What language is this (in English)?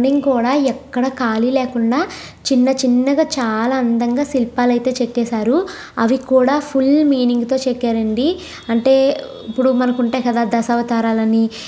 Telugu